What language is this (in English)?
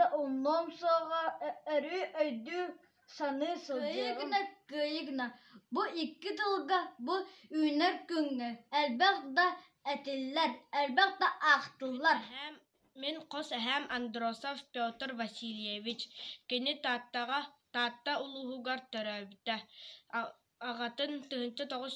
Yakut